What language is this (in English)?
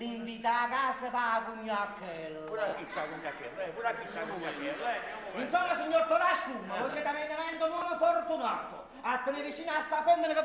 Neapolitan